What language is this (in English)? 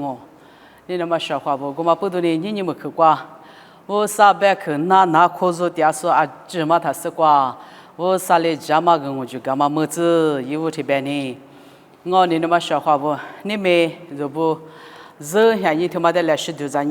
Lisu